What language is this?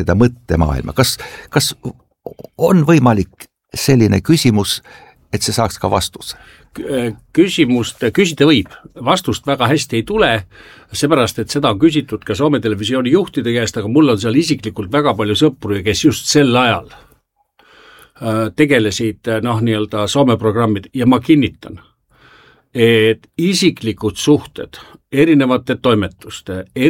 Estonian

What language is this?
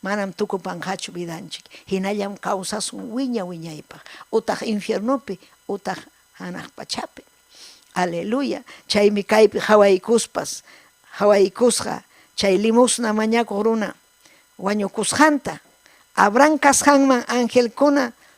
Ayacucho Quechua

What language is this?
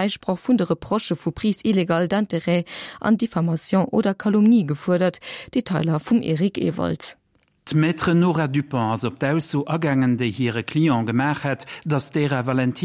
Luxembourgish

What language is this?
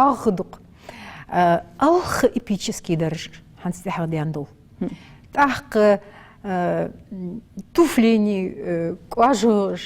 Ingush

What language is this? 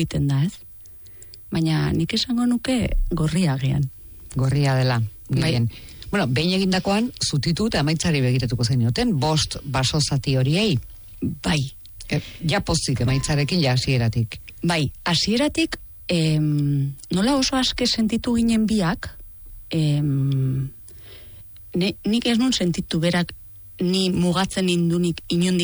Basque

